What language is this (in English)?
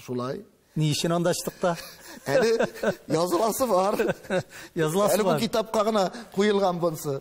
Tatar